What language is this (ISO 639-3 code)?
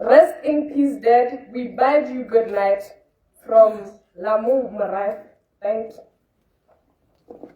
tsn